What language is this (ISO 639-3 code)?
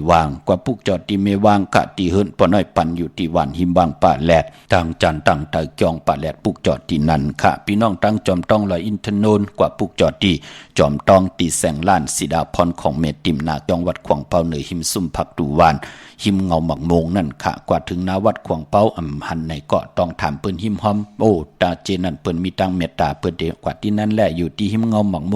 shn